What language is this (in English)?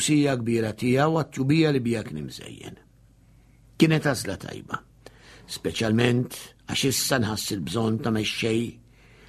Maltese